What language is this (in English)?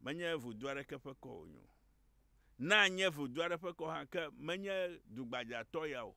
Ewe